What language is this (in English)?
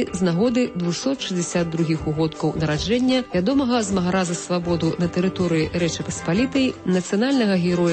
Belarusian